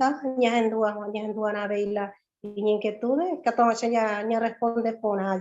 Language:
Guarani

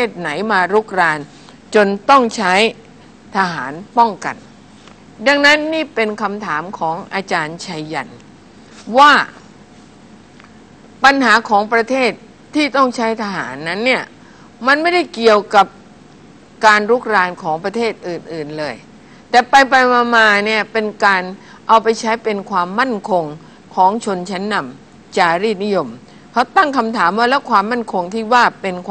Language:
Thai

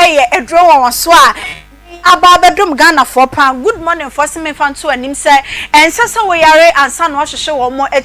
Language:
Akan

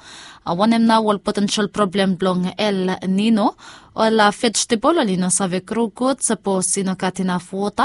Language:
Bislama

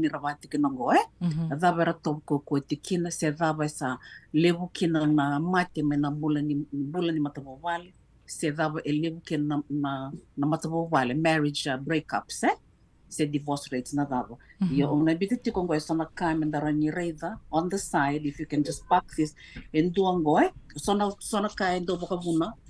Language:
Fijian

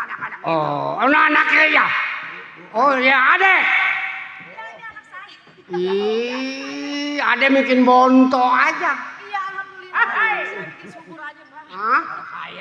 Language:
Betawi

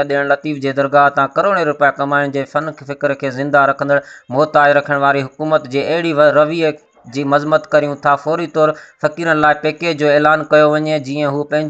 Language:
Sindhi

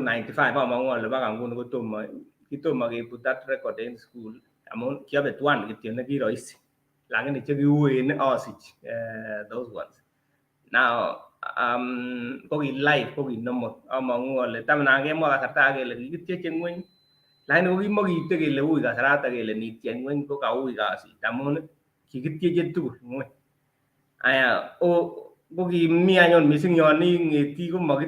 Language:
Kalenjin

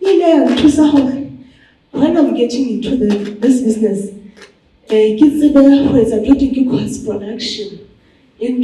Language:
Southern Sotho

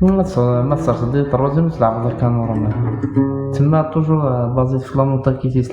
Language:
Kabyle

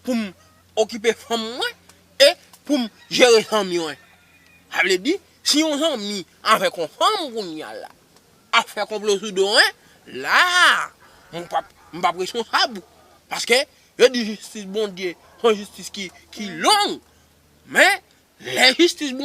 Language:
Haitian Creole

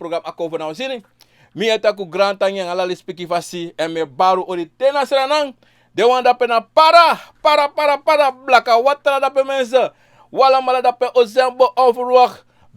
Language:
Sranan Tongo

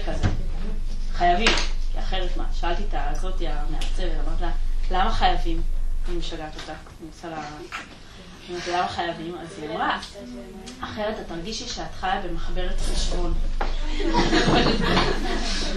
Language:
Hebrew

